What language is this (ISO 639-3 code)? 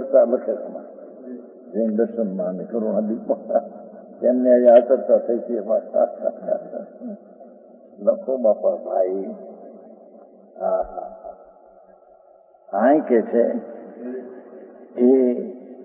guj